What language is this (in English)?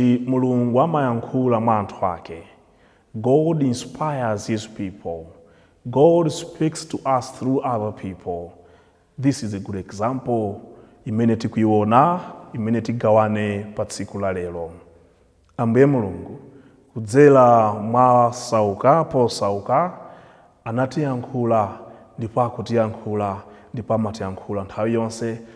Nyanja